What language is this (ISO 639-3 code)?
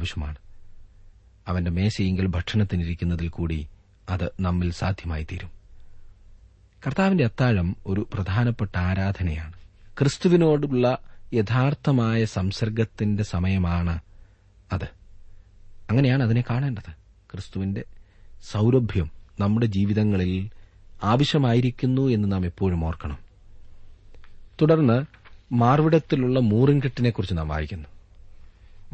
mal